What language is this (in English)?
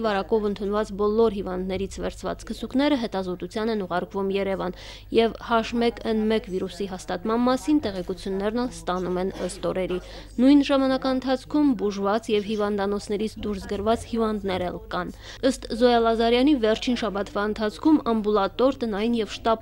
Armenian